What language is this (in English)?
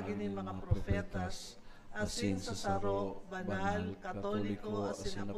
Bikol